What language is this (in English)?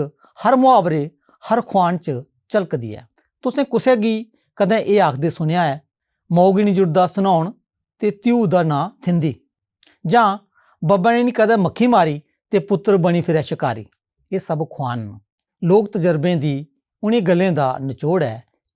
Dogri